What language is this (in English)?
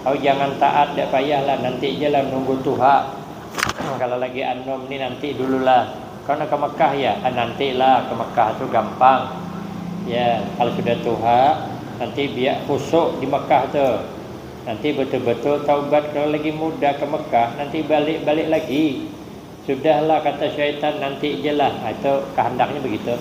Banjar